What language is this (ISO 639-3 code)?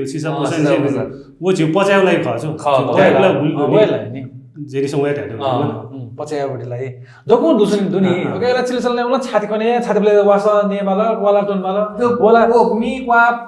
new